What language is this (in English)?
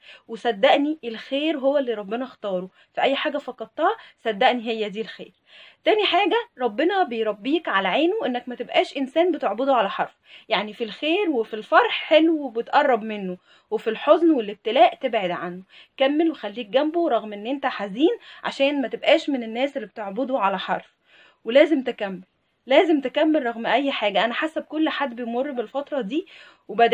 Egyptian Arabic